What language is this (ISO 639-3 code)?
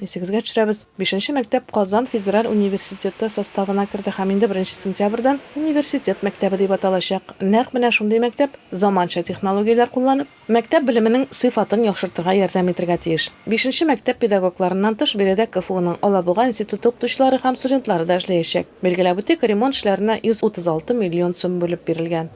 tat